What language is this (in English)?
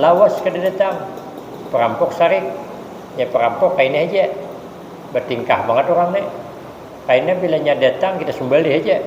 Banjar